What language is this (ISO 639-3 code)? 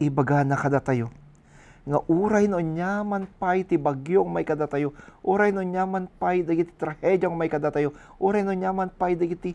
ilo